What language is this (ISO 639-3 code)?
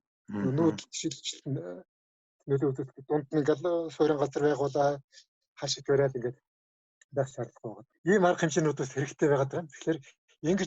mon